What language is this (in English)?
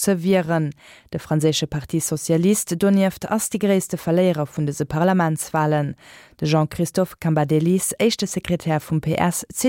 Luxembourgish